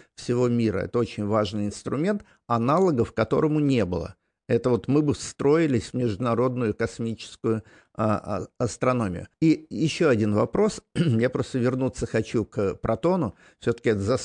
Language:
Russian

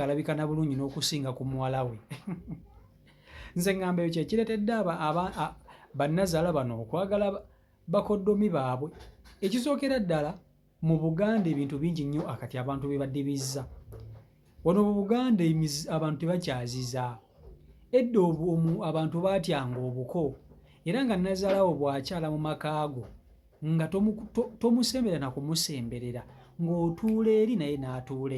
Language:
Ganda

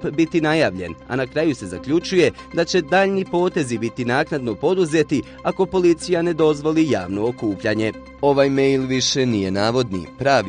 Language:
Bosnian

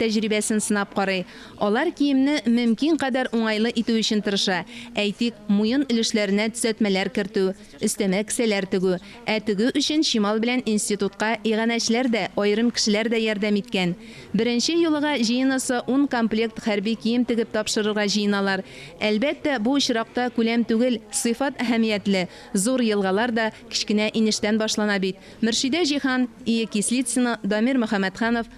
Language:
Tatar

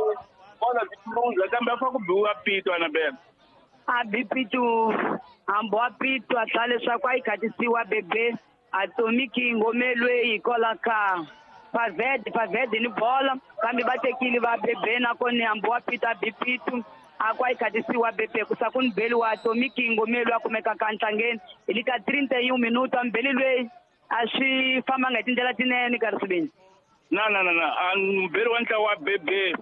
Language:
Tsonga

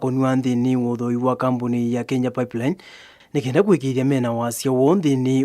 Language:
Kamba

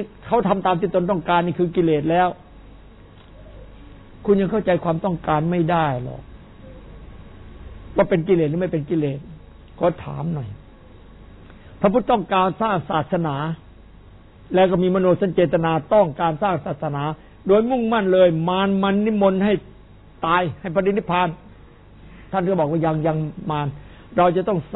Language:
Thai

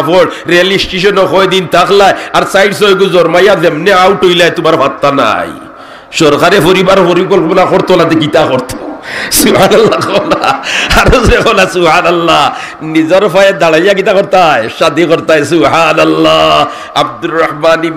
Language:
Sylheti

